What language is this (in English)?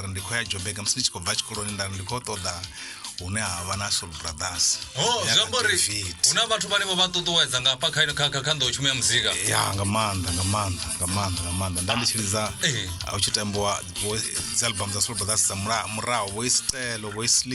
Venda